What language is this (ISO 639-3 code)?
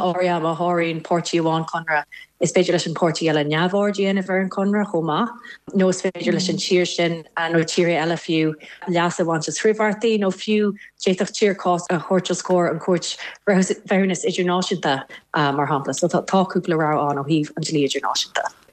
gle